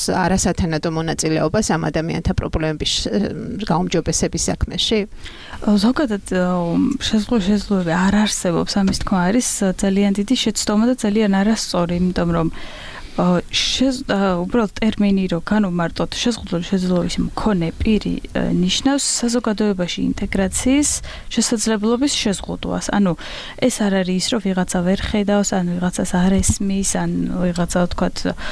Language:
Georgian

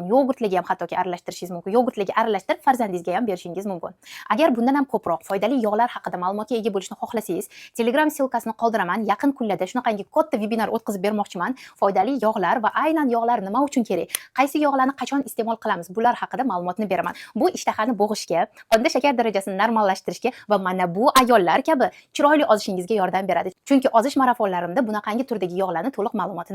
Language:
Uzbek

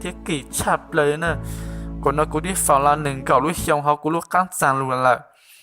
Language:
Hmong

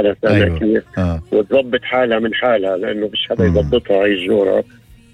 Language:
North Levantine Arabic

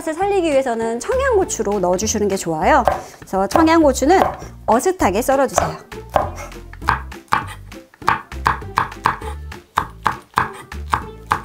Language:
Korean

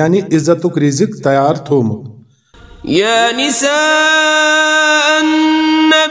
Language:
Kashmiri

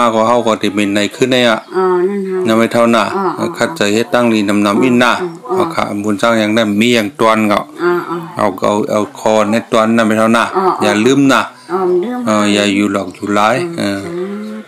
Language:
Shan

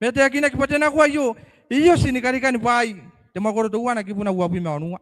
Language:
Gilbertese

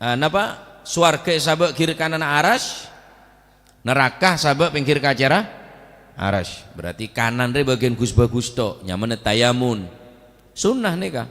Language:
Madurese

